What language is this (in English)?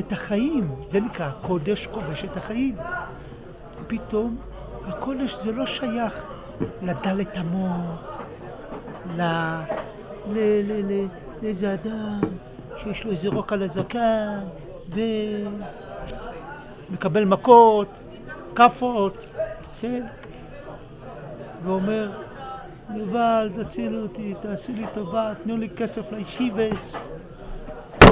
Hebrew